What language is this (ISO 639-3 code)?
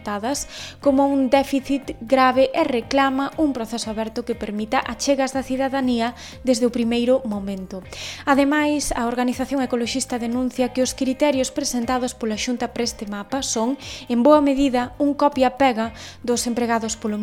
glg